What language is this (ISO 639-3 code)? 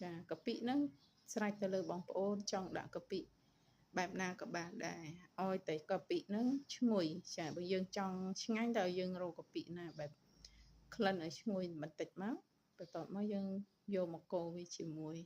khm